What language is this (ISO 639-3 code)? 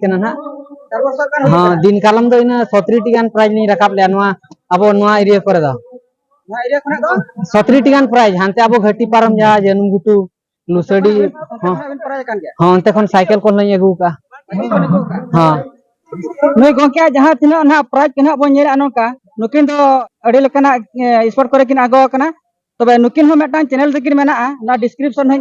sat